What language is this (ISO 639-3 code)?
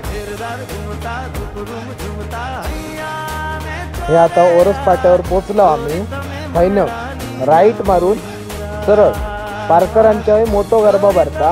kok